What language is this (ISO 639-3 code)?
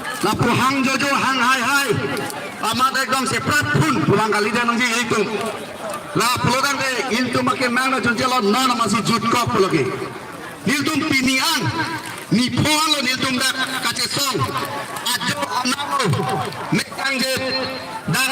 mjw